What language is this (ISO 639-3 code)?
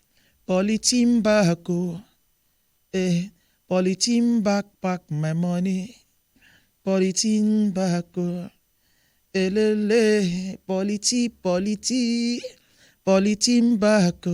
pcm